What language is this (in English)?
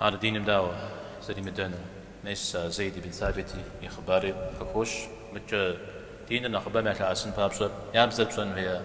Kabardian